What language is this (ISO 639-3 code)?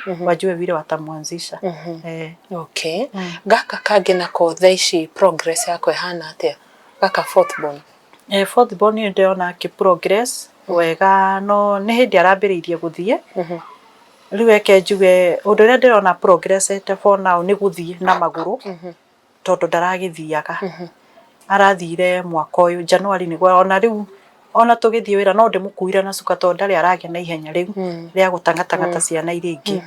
kik